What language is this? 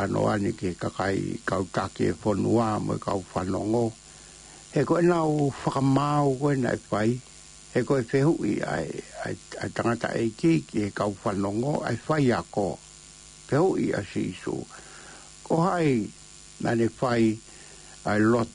Tongan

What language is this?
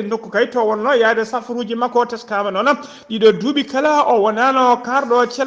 Fula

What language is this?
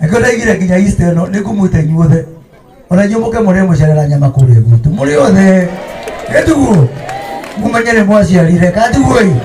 Kikuyu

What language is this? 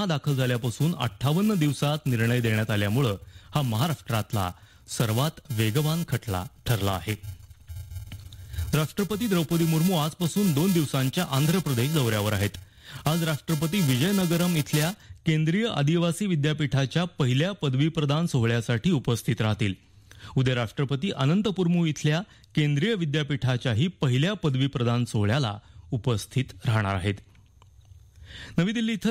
Marathi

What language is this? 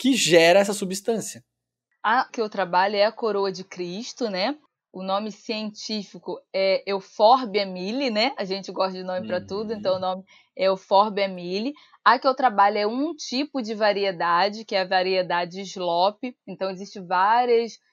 Portuguese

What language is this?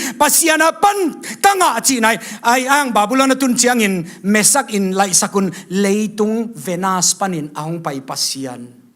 Tedim Chin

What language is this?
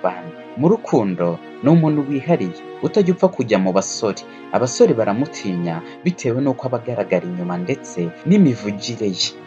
Kinyarwanda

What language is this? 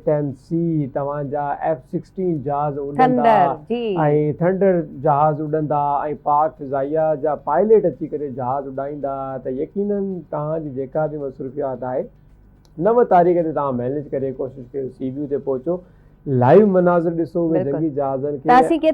Sindhi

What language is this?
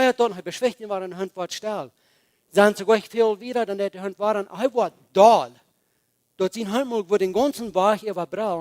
Plautdietsch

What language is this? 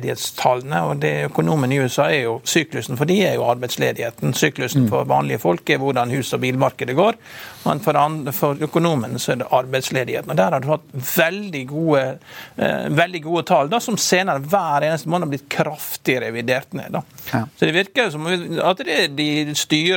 Norwegian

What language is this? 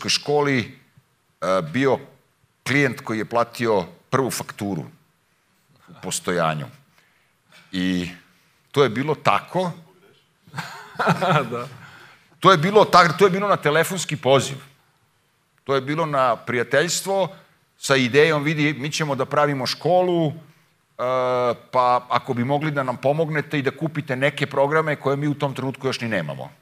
Serbian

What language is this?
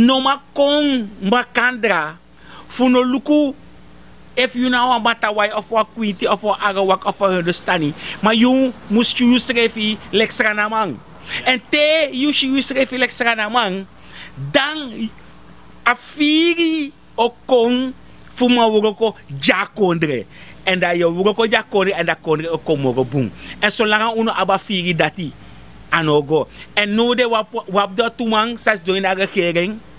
Sranan Tongo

